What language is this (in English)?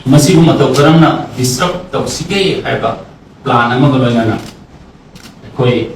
Manipuri